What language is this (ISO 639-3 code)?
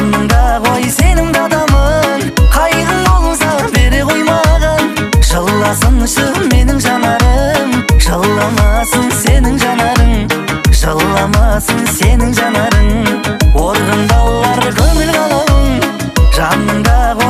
kaz